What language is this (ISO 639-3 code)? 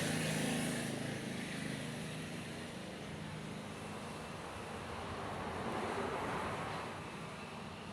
lao